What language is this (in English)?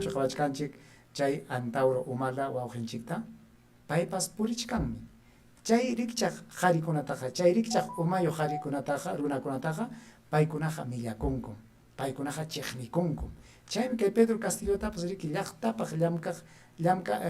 Ayacucho Quechua